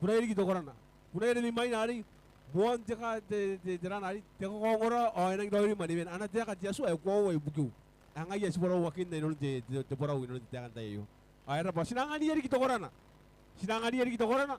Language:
Gilbertese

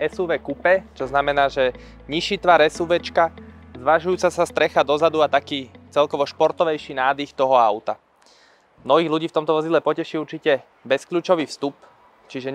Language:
Slovak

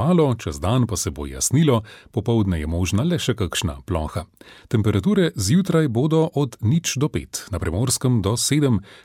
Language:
Slovenian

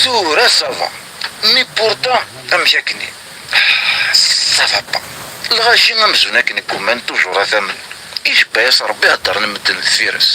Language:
Kabyle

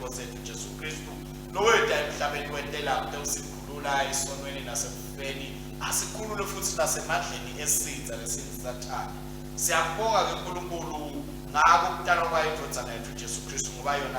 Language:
Swati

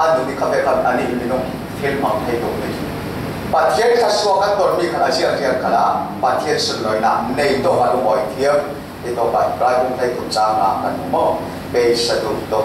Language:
Falam Chin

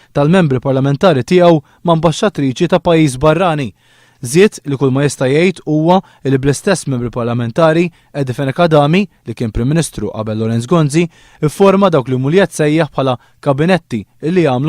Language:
Maltese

